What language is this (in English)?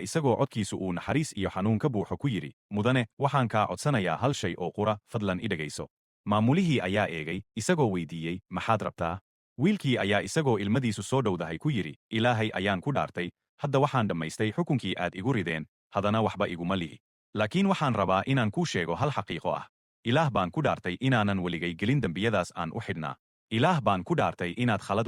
Somali